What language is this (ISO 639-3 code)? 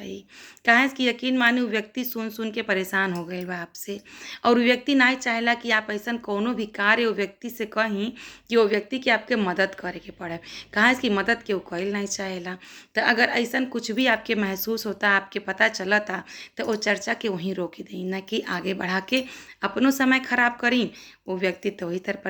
bho